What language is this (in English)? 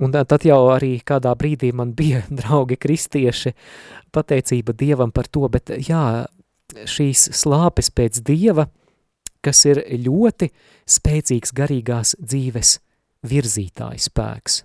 Latvian